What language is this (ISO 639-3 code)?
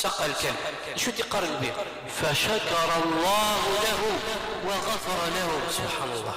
kab